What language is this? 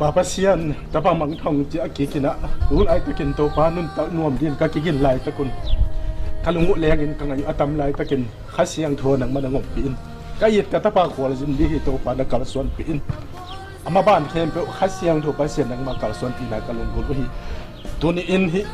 Tedim Chin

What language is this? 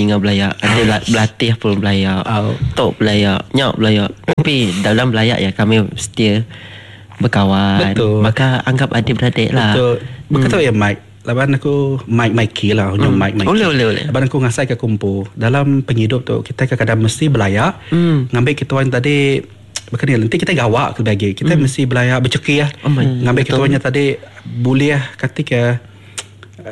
Iban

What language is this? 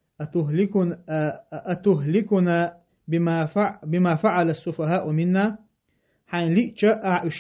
Chechen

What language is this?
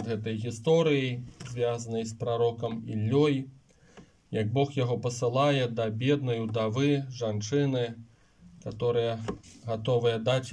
Belarusian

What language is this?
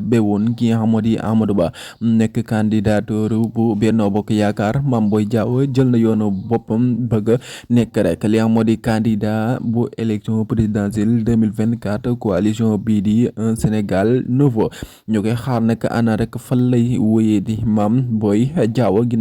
Wolof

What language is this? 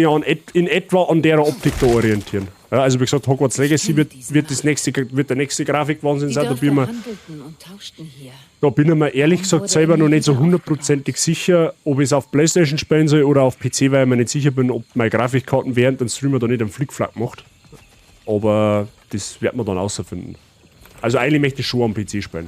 Bavarian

